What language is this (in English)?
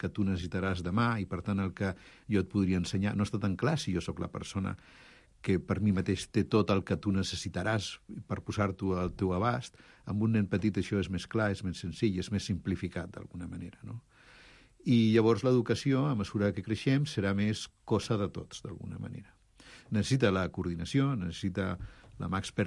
Catalan